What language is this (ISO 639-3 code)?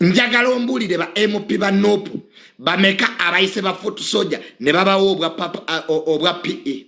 lug